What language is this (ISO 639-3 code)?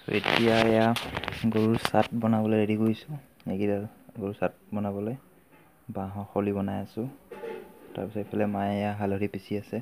asm